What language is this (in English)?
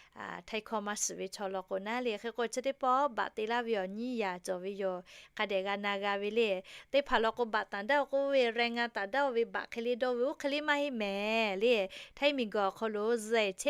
Lahu